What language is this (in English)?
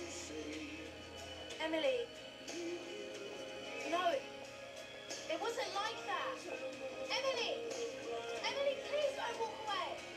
English